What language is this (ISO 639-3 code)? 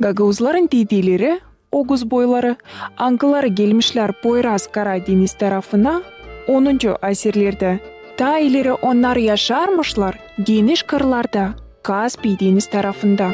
gag